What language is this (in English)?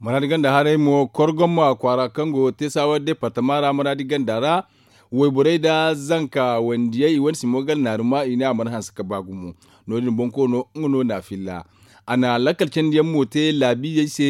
Zarma